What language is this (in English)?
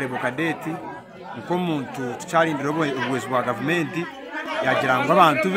Nyankole